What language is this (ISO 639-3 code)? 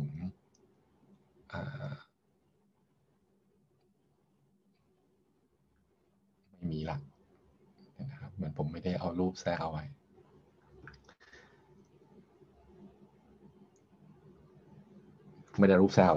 tha